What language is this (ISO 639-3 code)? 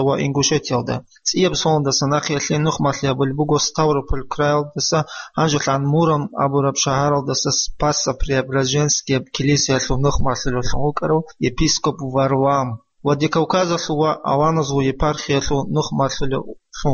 ava